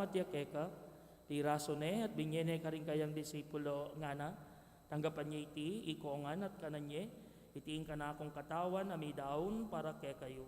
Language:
Pampanga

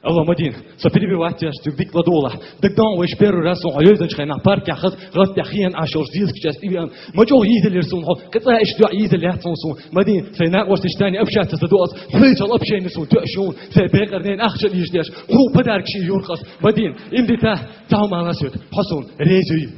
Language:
Chechen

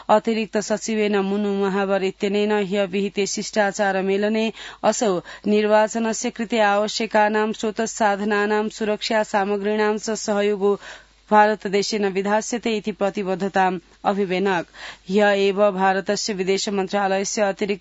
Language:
Sanskrit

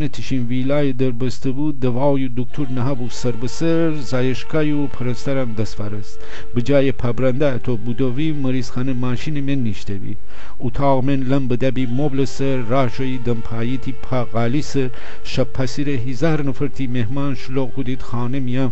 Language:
Gilaki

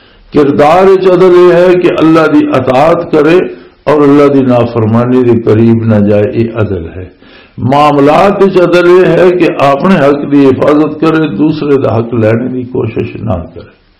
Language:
Western Panjabi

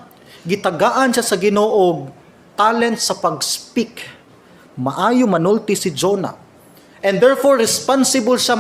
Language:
Cebuano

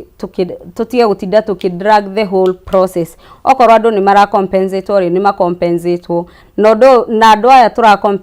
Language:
Kikuyu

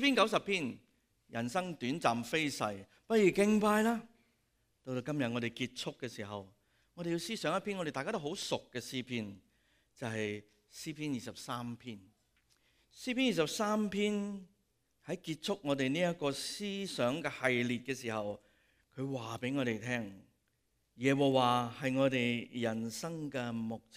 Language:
Cantonese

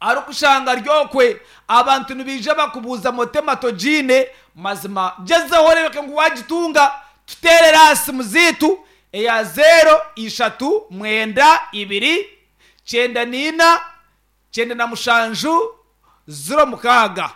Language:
Nyankole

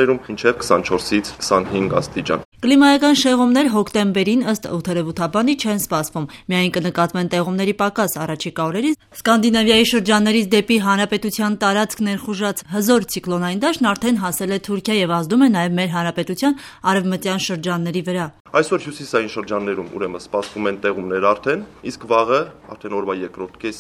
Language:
Armenian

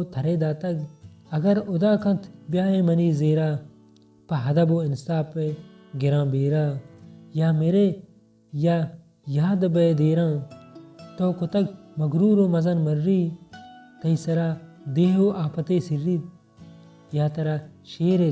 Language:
Baluchi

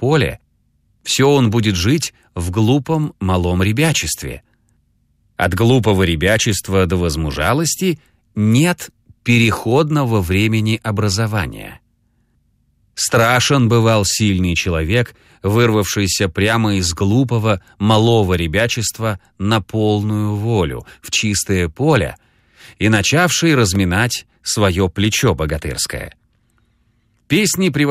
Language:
Russian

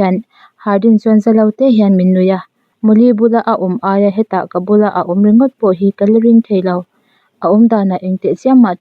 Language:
Mizo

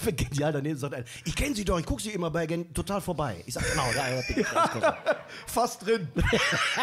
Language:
German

